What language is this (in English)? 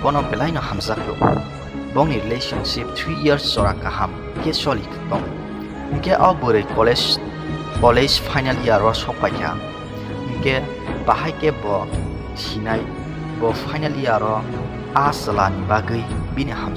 Kok Borok